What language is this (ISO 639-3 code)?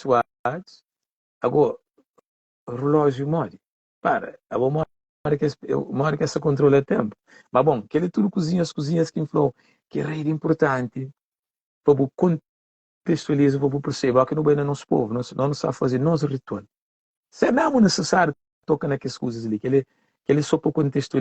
kea